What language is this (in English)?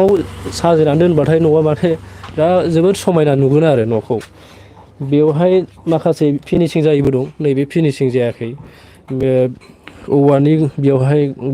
Bodo